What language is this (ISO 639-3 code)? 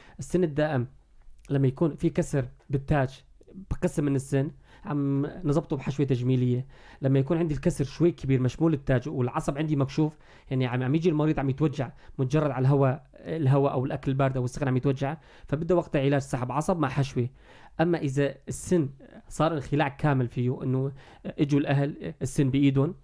apc